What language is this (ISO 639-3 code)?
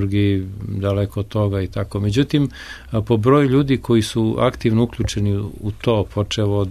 srp